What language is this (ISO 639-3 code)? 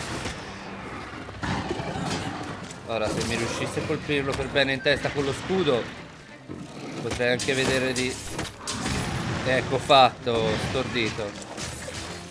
ita